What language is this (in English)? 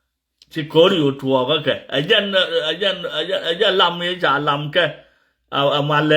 Nuer